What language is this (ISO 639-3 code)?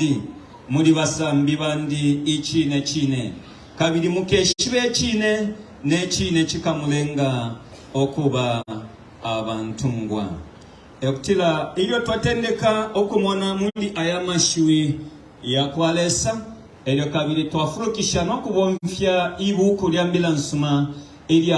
bem